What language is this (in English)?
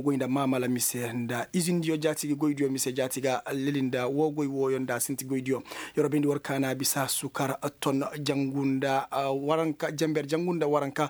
Koyraboro Senni